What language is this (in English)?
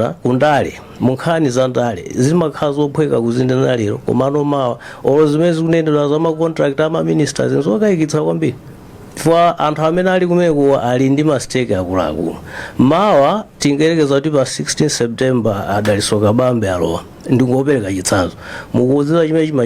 Nyanja